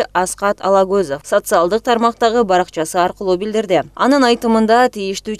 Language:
Kyrgyz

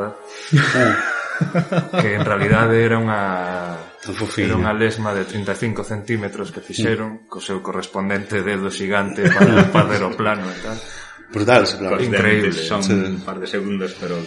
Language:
Galician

